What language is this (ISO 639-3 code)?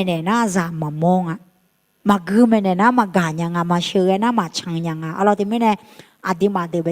ahk